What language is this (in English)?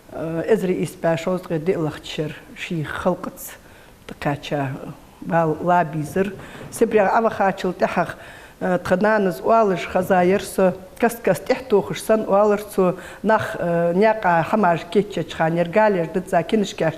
Ingush